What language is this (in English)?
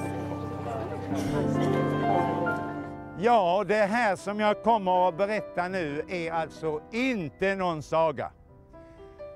Swedish